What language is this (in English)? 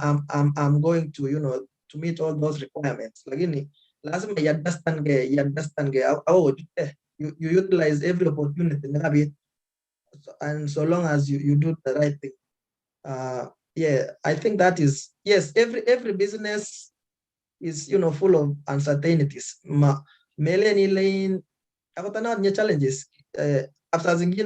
Kalenjin